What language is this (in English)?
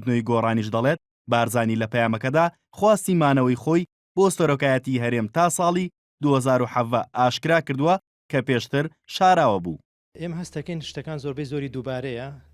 Central Kurdish